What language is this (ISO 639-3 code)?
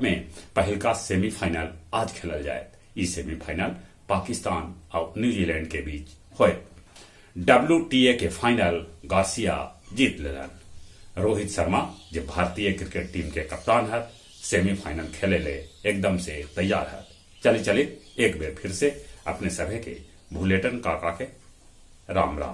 mag